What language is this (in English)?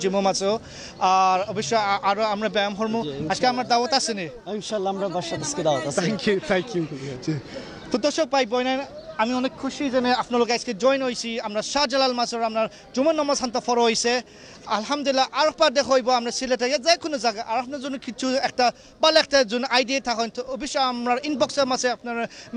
Sylheti